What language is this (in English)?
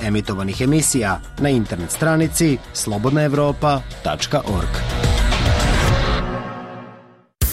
Serbian